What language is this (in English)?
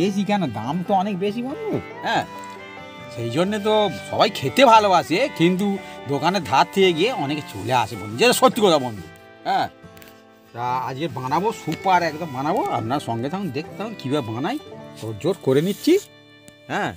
Bangla